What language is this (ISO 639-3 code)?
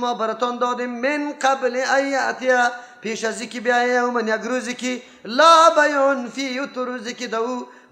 fas